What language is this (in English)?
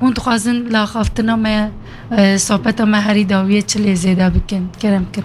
Kurdish